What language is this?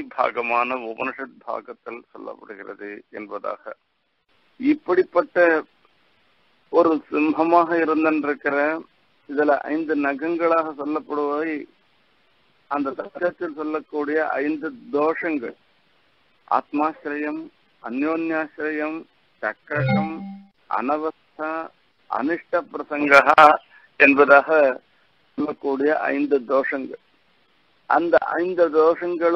Tamil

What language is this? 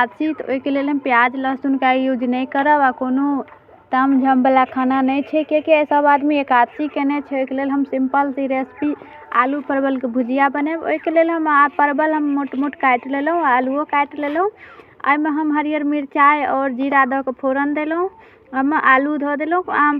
Maithili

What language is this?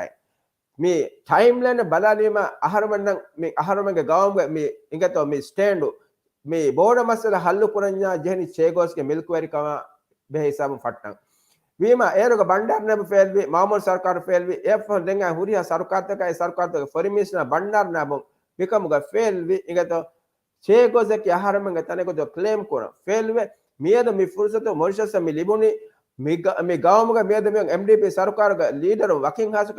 Divehi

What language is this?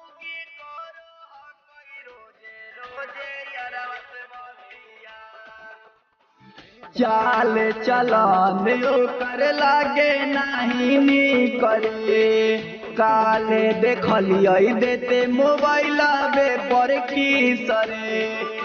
Magahi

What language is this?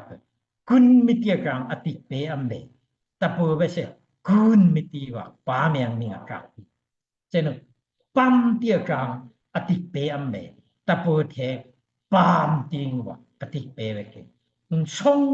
Daai Chin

